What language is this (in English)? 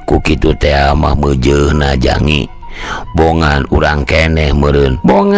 Sundanese